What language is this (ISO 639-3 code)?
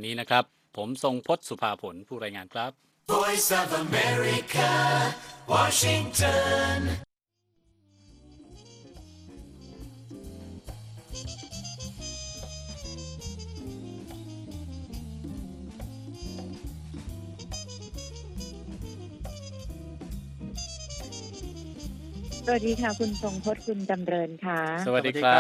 tha